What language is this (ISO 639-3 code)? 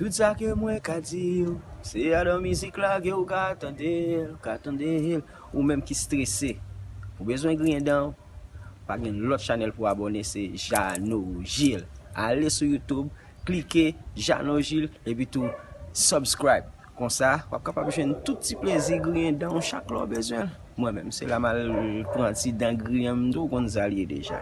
hat